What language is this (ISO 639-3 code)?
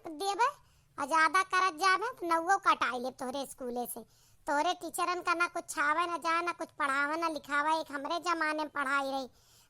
awa